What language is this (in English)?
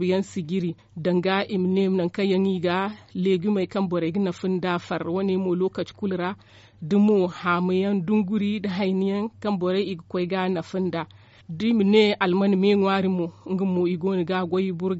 Zarma